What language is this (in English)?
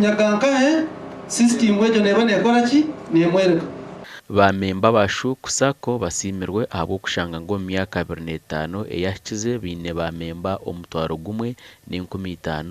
Nyankole